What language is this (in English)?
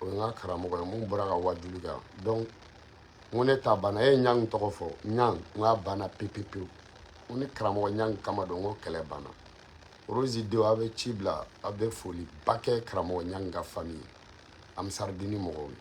Bambara